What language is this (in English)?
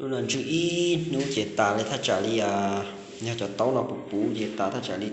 Hmong